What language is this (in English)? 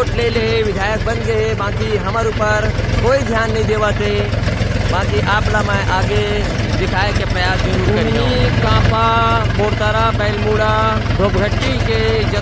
Chhattisgarhi